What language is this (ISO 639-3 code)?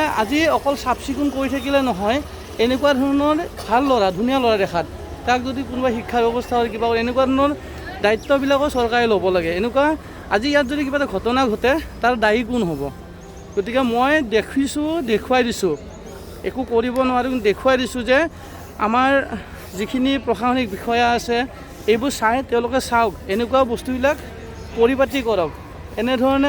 asm